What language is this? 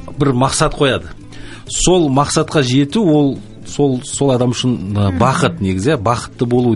Kazakh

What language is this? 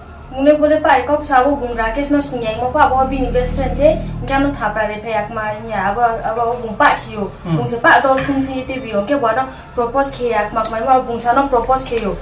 Riang (India)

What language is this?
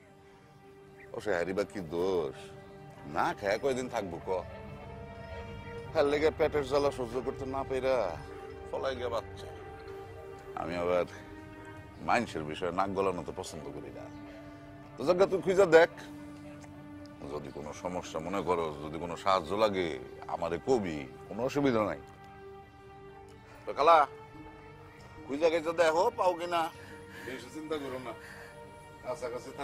Bangla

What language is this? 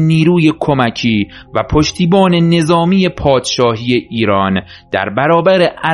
Persian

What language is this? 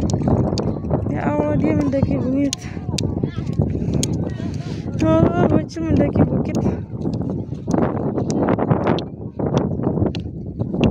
Indonesian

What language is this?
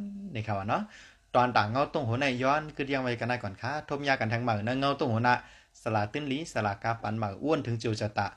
Shan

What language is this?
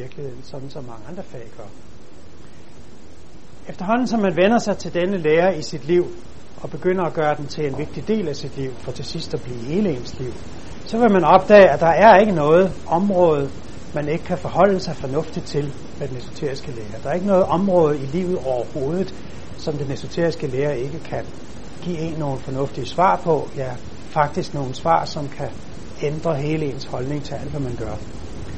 Danish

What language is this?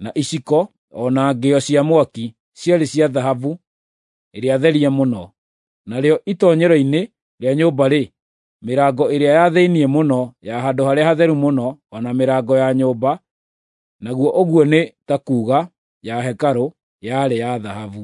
Kikuyu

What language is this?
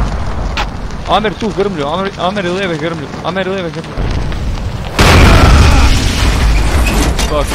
Croatian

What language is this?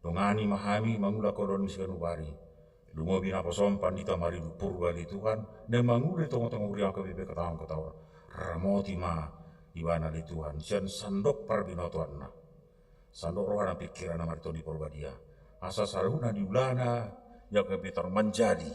Batak Toba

